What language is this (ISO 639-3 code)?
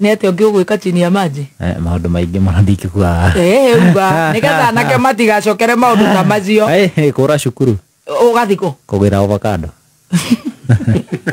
kik